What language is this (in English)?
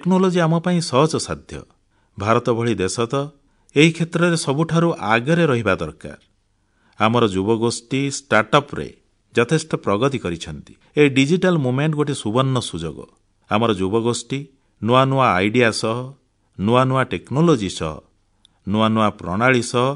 Odia